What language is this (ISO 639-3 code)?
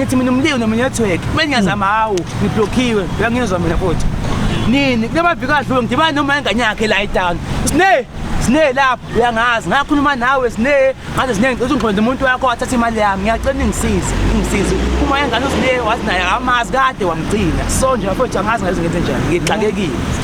zul